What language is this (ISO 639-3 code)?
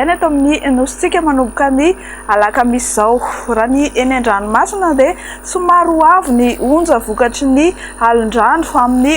mlg